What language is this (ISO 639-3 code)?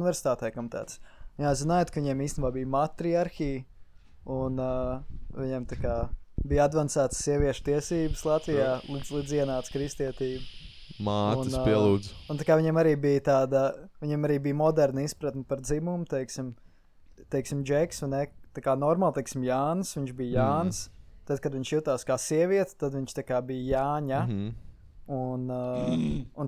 lav